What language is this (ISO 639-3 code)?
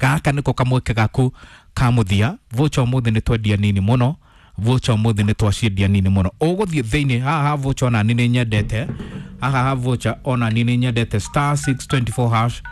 kik